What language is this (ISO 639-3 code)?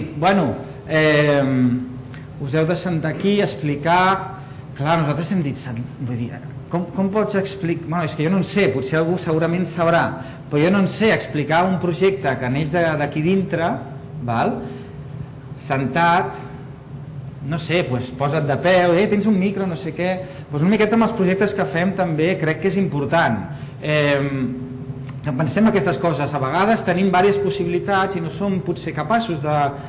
cat